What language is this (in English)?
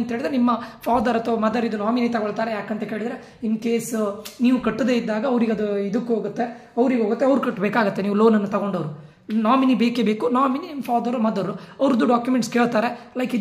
Kannada